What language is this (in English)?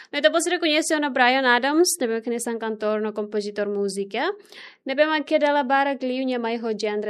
Tetum